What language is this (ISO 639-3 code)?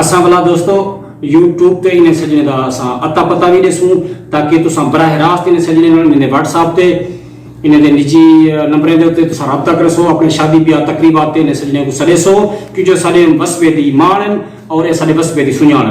skr